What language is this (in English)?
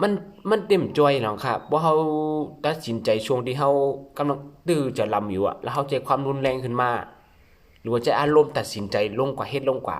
Shan